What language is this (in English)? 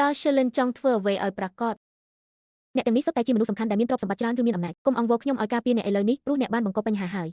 Khmer